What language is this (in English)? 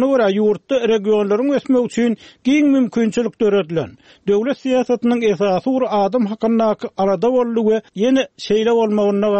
Turkmen